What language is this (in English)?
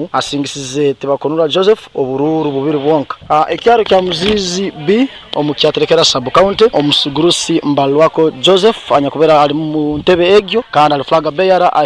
Nyoro